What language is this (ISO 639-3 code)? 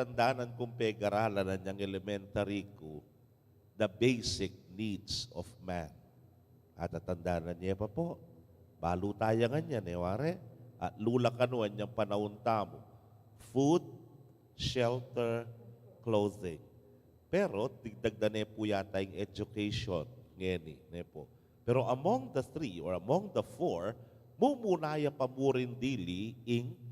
pam